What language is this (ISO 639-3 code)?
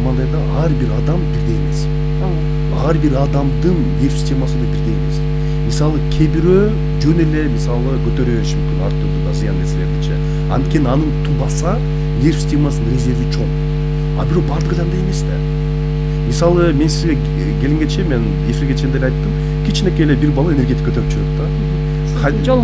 kir